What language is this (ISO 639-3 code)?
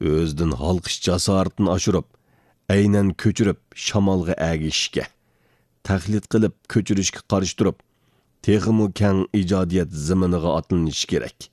uig